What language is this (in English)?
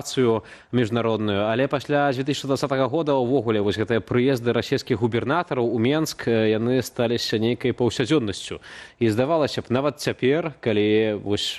Belarusian